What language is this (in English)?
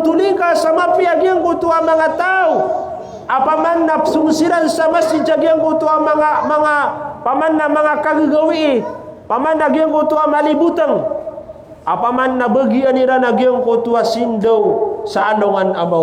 Maranao